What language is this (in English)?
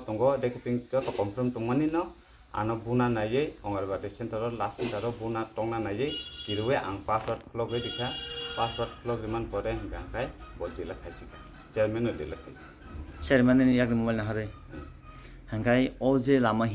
Kok Borok